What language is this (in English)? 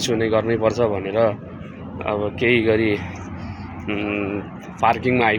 Nepali